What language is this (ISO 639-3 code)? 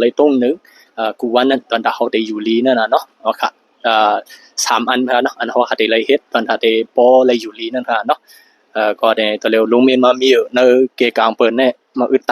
shn